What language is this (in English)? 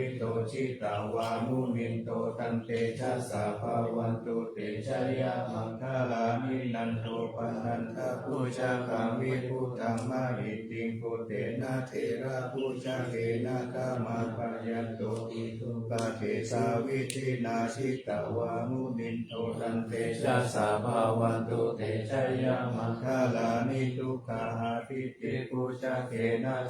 Pali